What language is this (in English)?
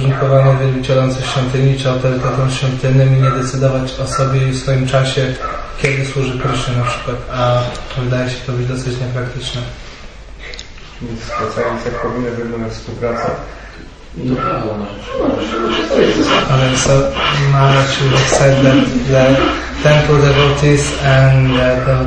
Polish